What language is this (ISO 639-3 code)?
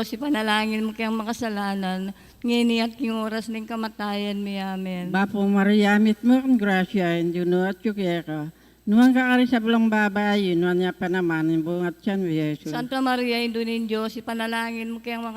pam